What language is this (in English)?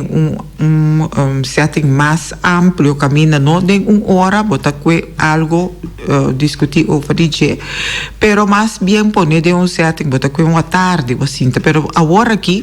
Papiamento